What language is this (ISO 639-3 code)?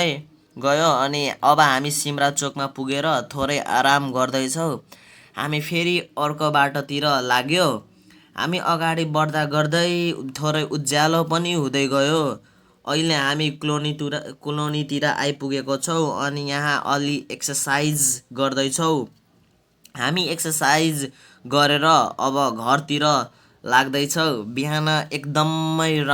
nep